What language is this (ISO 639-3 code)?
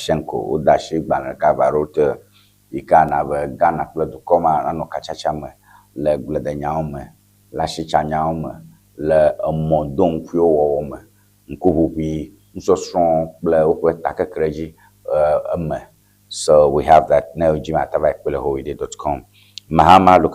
ewe